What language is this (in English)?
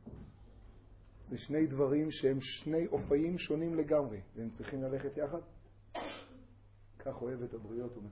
Hebrew